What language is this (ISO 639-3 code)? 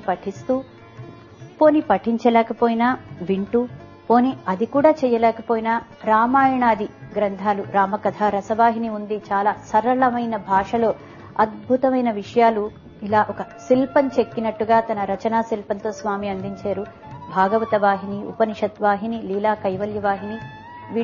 tel